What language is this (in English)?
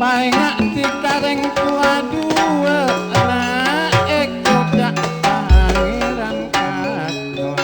Madurese